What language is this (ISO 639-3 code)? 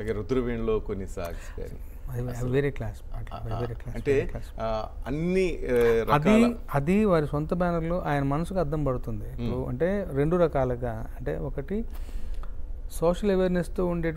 tel